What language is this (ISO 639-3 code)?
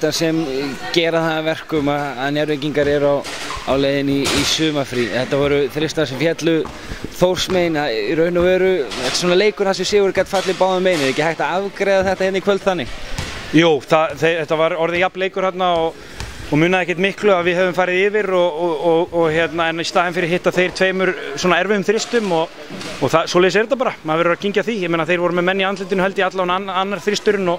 isl